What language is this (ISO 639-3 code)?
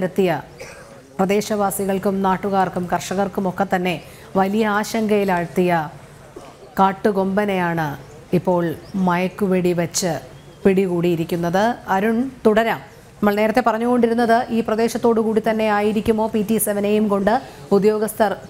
mal